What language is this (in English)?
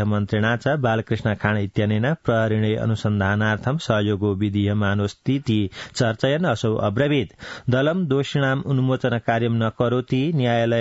Sanskrit